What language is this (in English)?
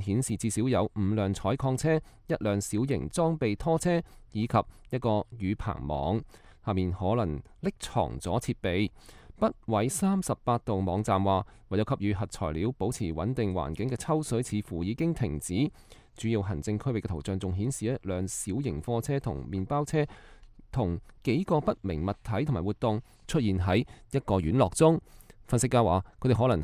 Cantonese